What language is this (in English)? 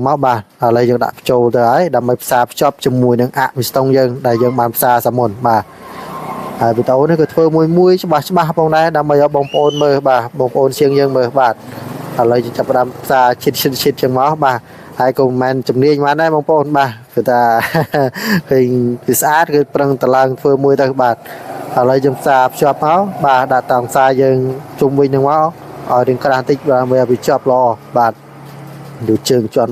Khmer